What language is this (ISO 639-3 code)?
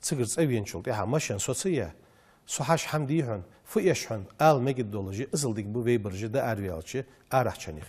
inh